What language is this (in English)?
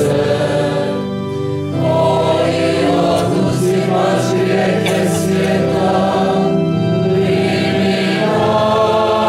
Croatian